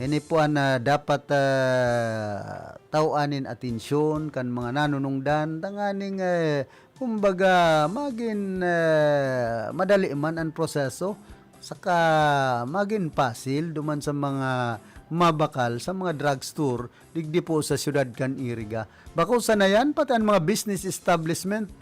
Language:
Bikol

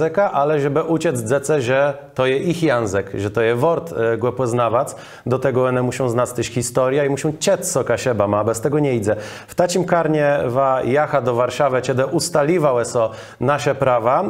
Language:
Kashubian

